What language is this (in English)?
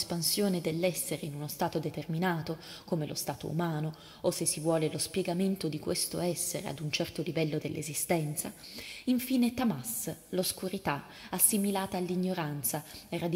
Italian